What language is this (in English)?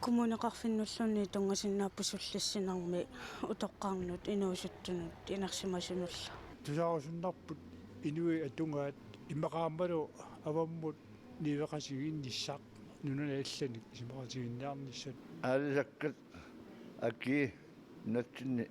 Kalaallisut